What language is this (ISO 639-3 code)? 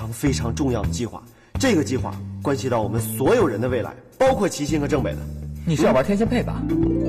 zho